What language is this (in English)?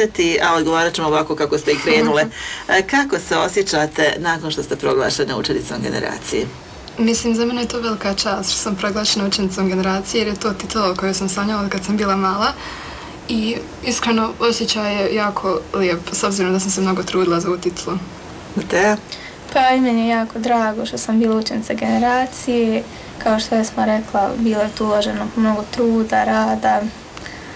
Bosnian